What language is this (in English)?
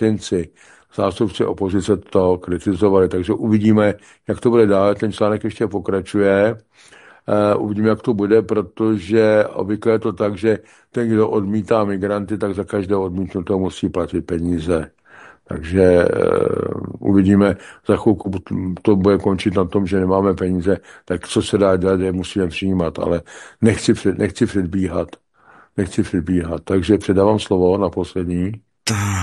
Czech